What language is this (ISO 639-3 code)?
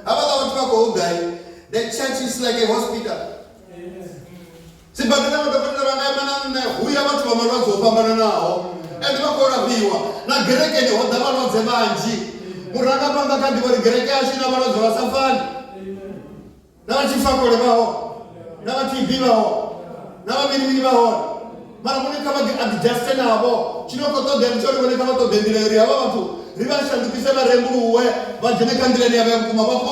ven